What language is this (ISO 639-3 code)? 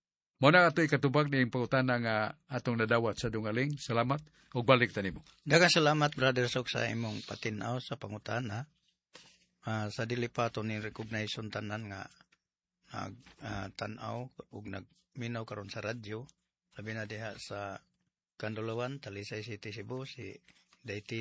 ceb